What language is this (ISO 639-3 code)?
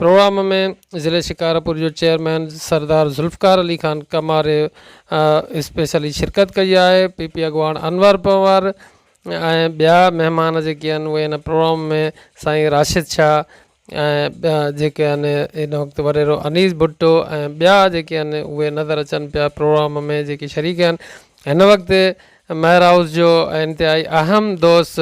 snd